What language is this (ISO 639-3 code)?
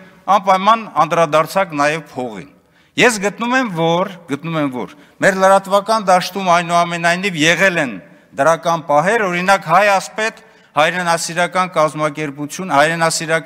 hye